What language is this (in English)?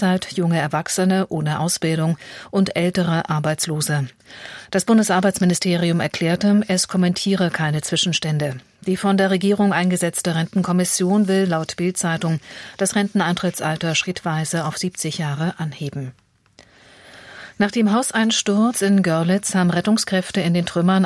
German